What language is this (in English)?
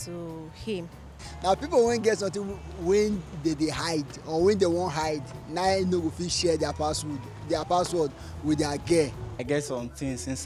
Nigerian Pidgin